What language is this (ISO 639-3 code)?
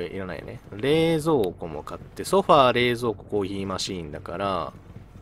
jpn